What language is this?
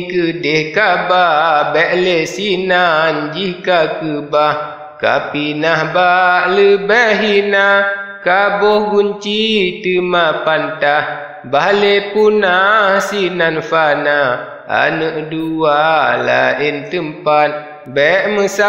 Achinese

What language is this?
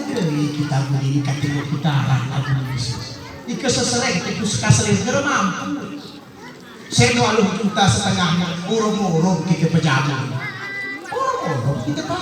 Gayo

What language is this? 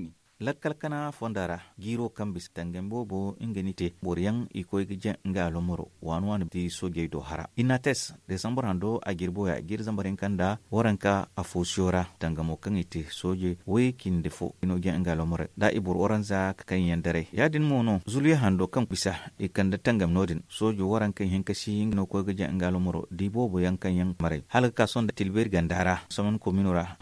Zarma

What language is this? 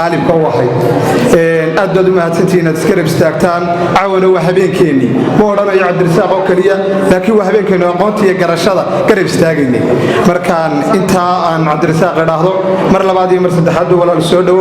Somali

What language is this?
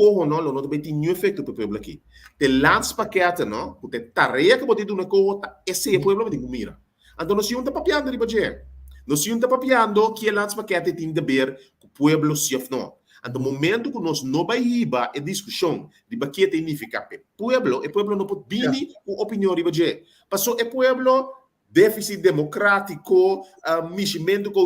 Papiamento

